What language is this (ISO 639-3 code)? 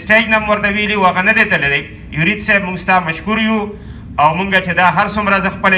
pus